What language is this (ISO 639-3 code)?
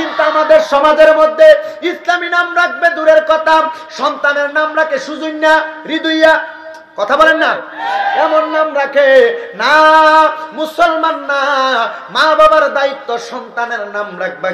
ben